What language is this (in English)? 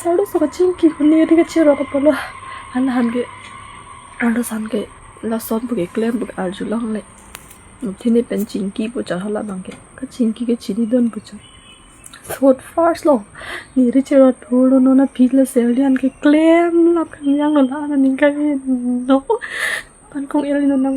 Karbi